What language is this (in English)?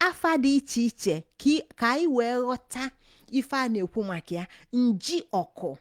Igbo